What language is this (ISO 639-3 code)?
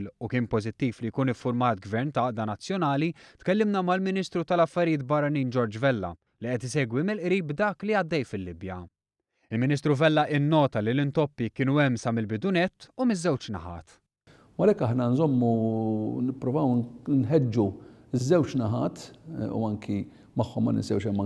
mlt